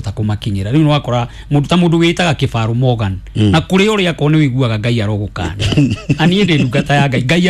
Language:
Kikuyu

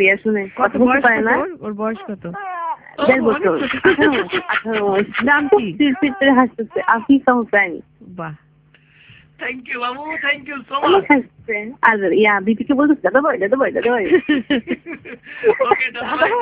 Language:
Bangla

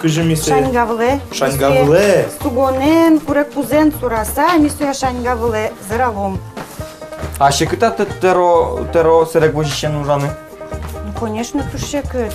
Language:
Udmurt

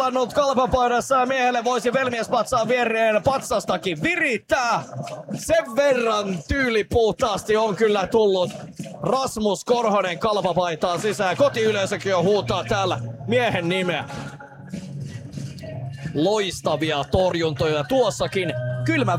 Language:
Finnish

